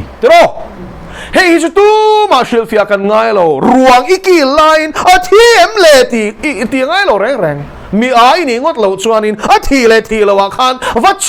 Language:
Mizo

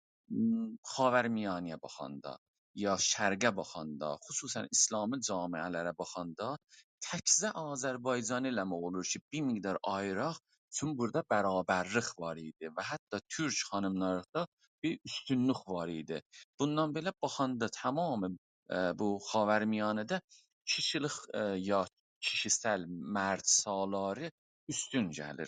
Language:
South Azerbaijani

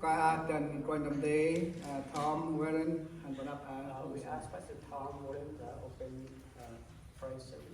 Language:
Central Mnong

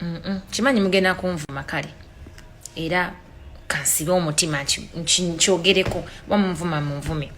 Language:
Ganda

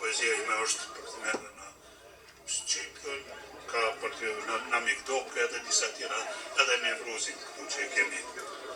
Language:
Albanian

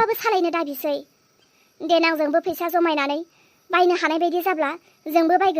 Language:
Bodo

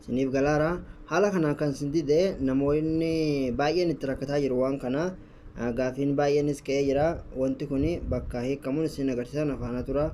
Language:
Oromo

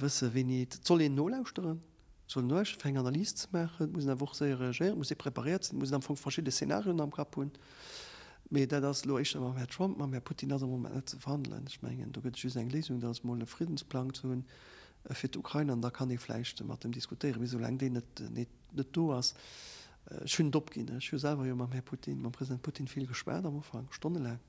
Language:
Luxembourgish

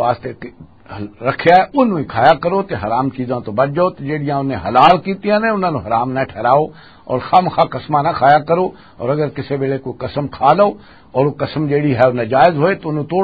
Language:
Western Panjabi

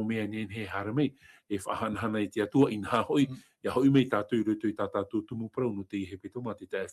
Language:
Tahitian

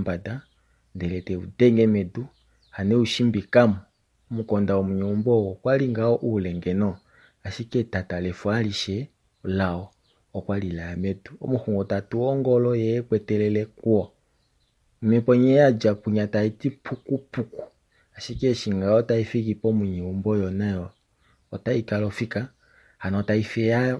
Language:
Kuanyama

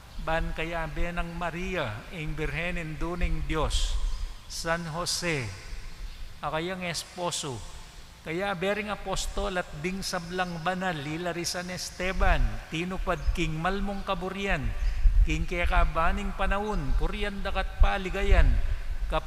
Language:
Pampanga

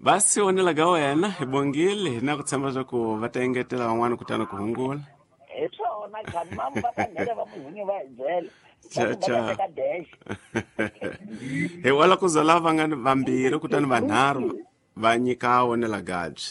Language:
Tsonga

